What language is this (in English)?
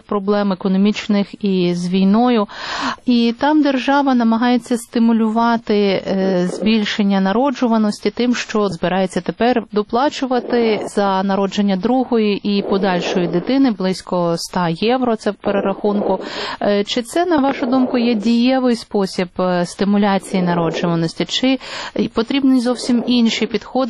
Ukrainian